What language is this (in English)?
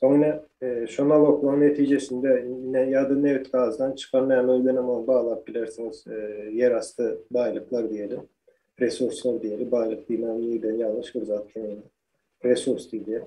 Turkmen